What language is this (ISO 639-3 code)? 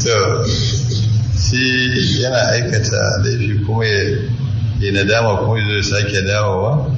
hau